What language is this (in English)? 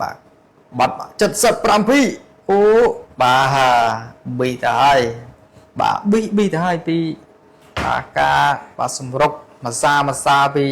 Khmer